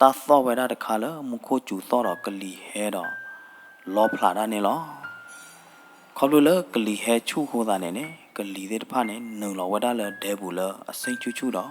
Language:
S'gaw Karen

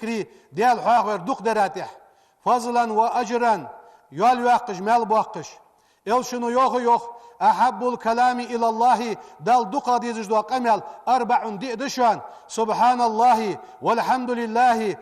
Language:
Ingush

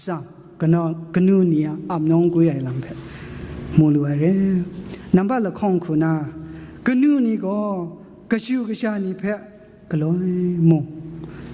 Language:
Kachin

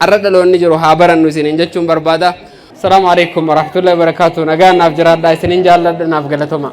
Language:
Oromo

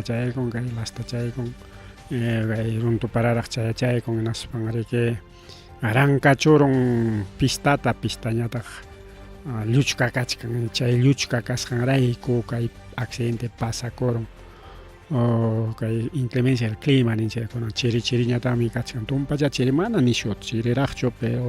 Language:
Ayacucho Quechua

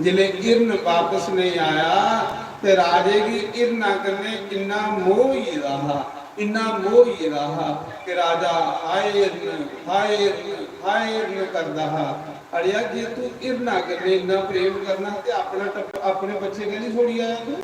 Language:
Dogri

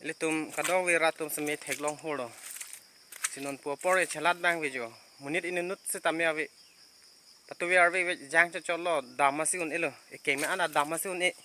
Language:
Karbi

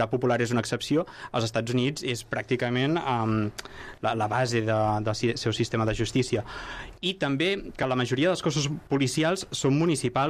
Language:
Catalan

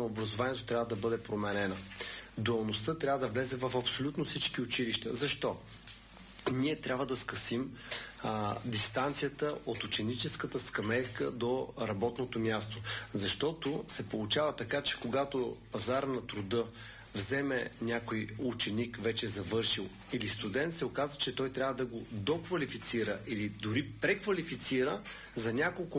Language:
Bulgarian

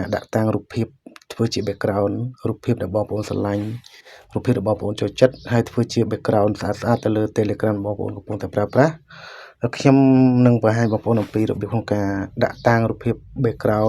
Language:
Khmer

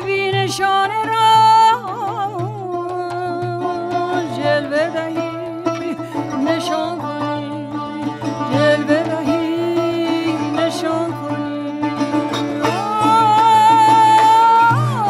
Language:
Persian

